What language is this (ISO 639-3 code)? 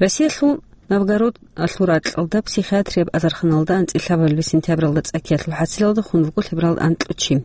ava